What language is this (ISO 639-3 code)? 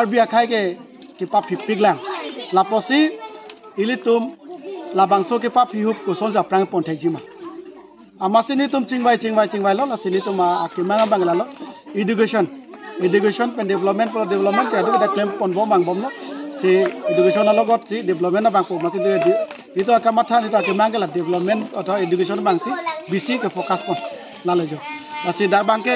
mjw